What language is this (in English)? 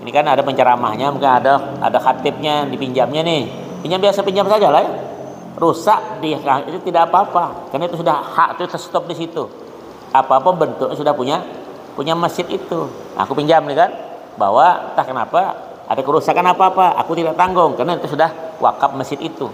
Banjar